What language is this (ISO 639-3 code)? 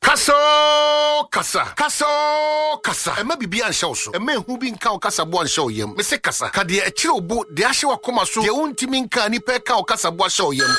aka